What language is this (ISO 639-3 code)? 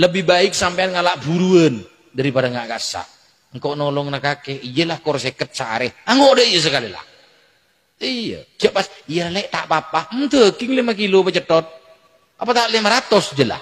mad